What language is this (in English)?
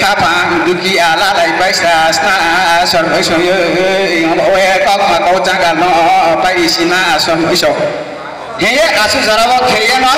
Riang (India)